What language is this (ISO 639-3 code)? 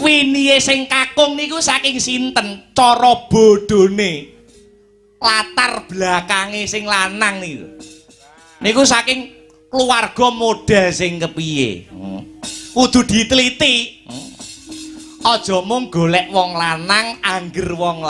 jav